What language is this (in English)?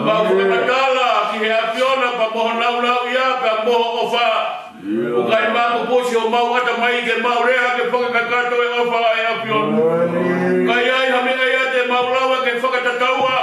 Tongan